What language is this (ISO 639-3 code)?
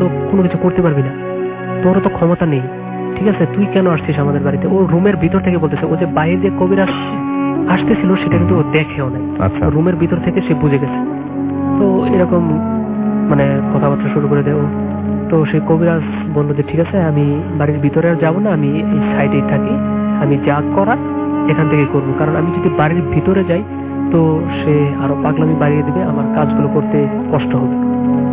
ben